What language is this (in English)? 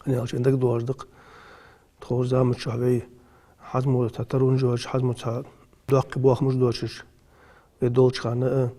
Ingush